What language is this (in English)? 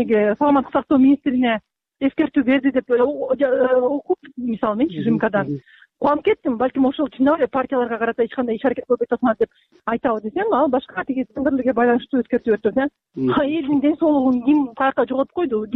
Kyrgyz